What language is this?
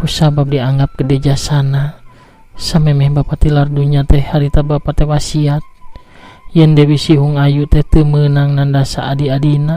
Sundanese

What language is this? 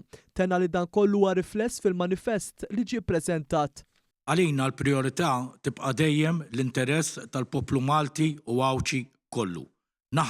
Maltese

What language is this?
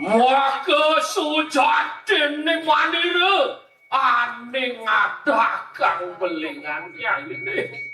Balinese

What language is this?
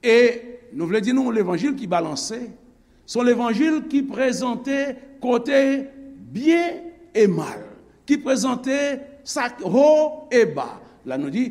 Haitian Creole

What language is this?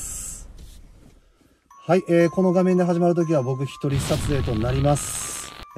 Japanese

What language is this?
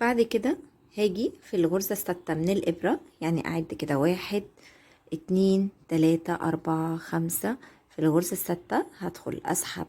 Egyptian Arabic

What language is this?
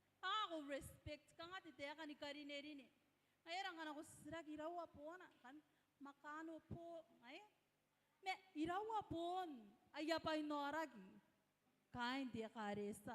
Gilbertese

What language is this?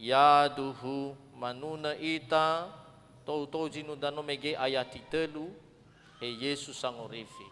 Nias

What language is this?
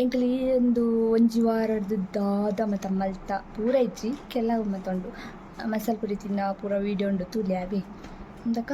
Tulu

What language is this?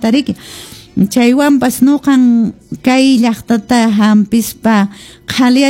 Quechua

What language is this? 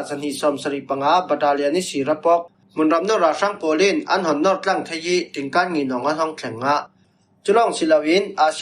Falam Chin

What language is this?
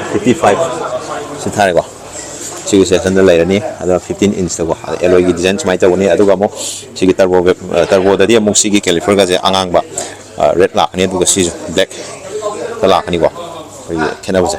Manipuri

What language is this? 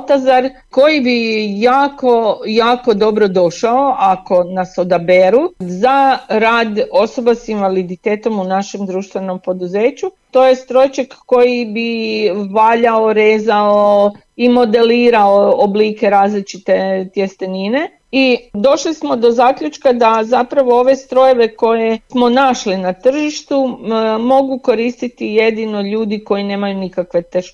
Serbian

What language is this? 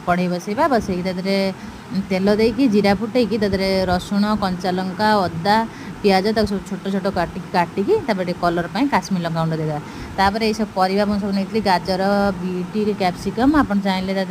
Odia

